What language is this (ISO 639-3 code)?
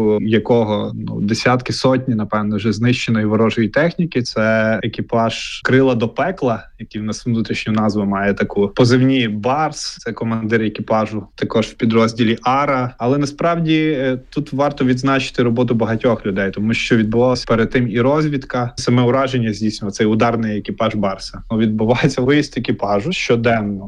ukr